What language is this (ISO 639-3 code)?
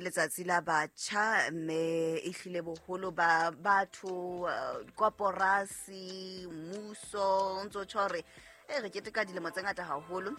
sot